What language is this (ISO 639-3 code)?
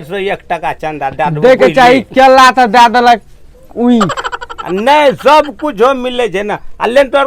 mai